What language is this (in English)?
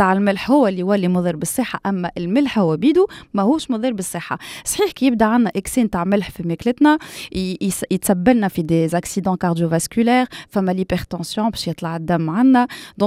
Tunisian Arabic